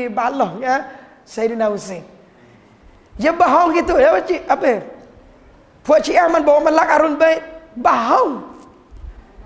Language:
Malay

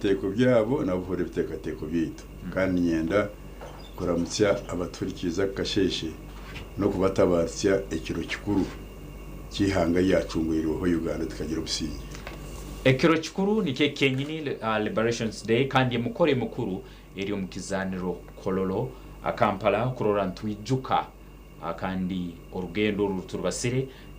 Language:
Nyankole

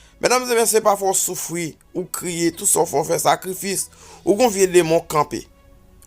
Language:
Haitian Creole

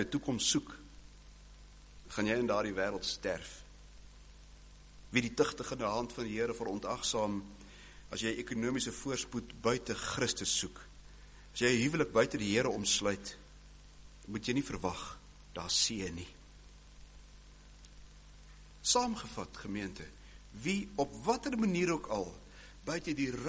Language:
Afrikaans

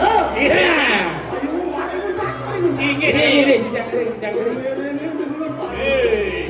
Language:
Balinese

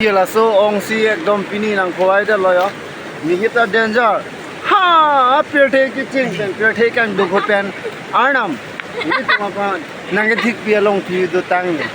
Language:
Karbi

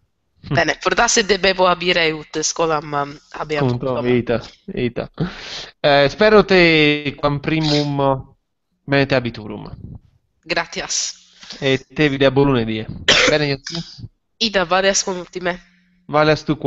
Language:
Latin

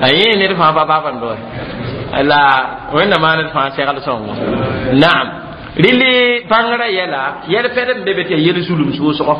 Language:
Mossi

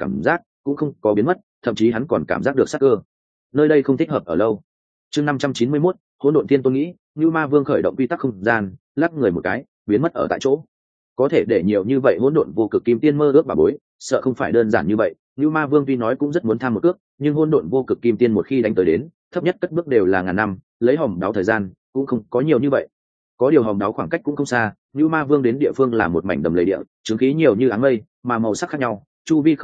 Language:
Vietnamese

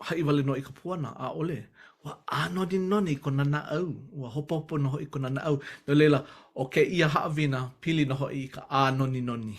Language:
Hawaiian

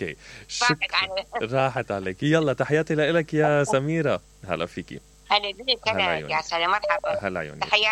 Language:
Mesopotamian Arabic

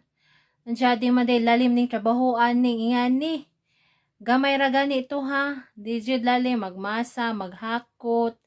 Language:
Cebuano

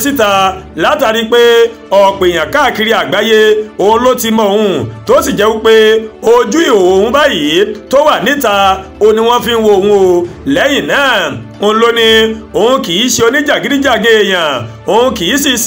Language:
Yoruba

